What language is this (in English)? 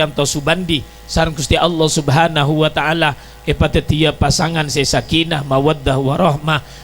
Madurese